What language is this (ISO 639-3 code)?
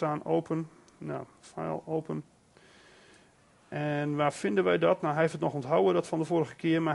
nld